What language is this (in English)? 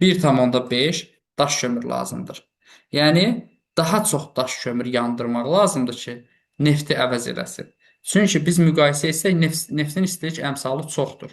Azerbaijani